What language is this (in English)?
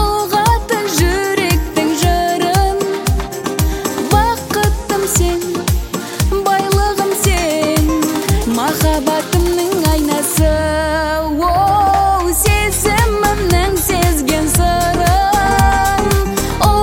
Kazakh